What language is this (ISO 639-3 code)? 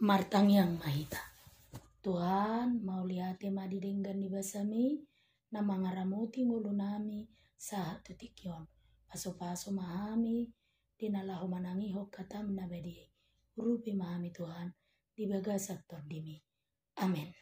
bbc